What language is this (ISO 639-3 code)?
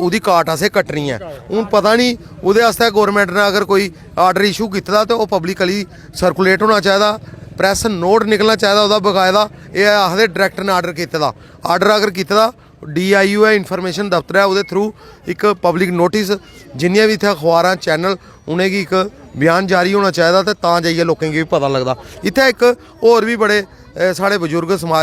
doi